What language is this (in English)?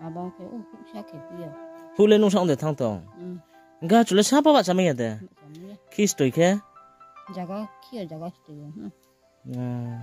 Riang (India)